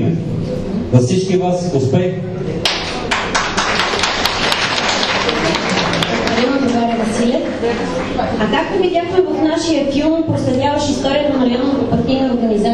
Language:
Bulgarian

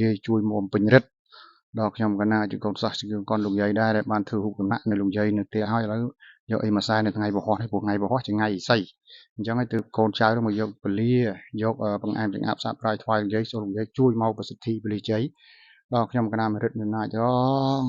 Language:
Khmer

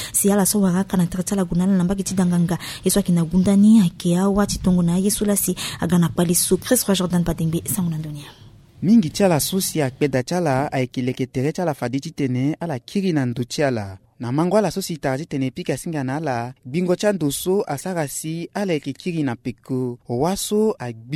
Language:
Sango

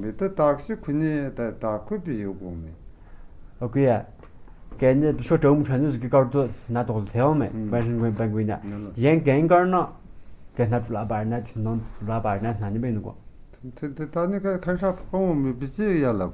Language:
Tu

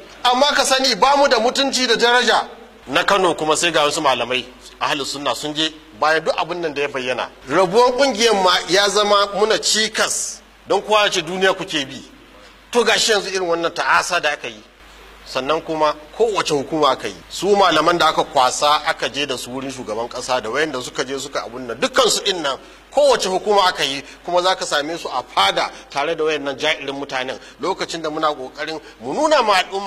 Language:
Hausa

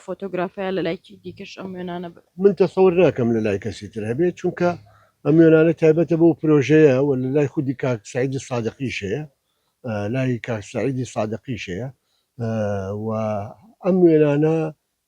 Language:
Central Kurdish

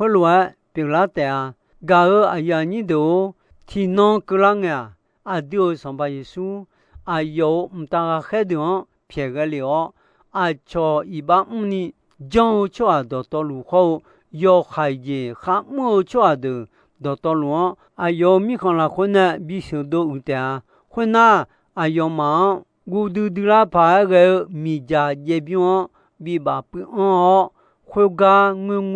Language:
Akha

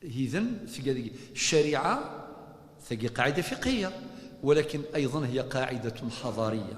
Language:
Kabyle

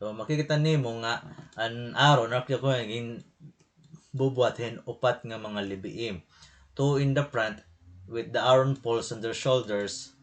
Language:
Waray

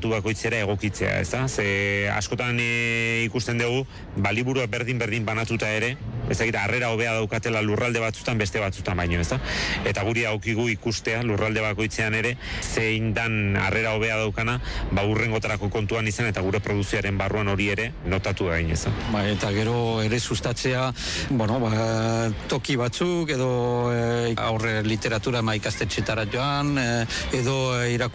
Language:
Basque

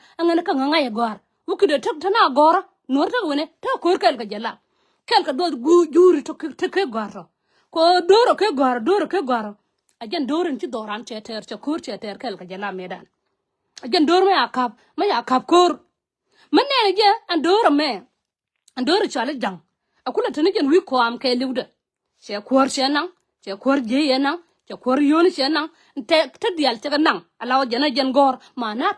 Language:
Nuer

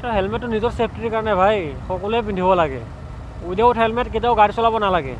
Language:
Assamese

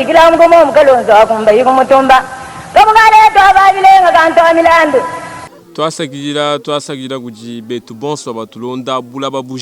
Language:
Luba-Lulua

